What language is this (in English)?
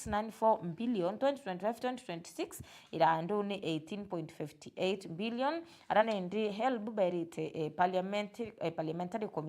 Meru